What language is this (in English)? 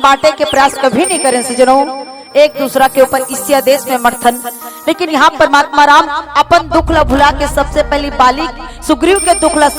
Chhattisgarhi